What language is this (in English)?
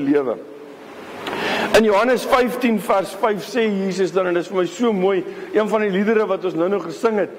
Afrikaans